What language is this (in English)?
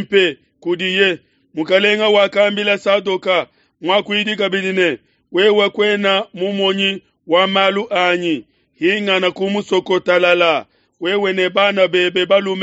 Luba-Lulua